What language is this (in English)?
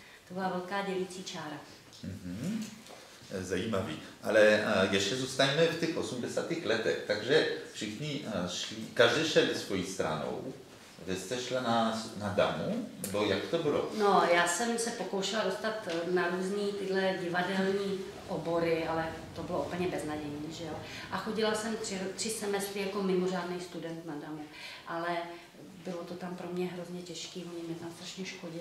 Czech